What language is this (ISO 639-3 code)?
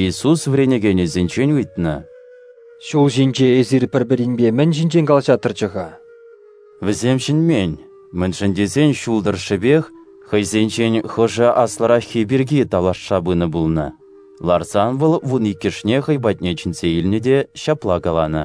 chv